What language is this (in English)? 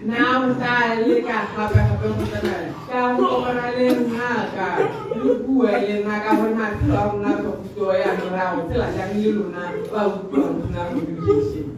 Tswana